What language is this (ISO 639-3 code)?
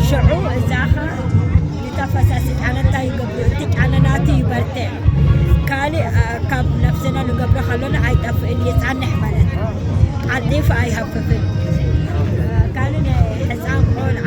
tir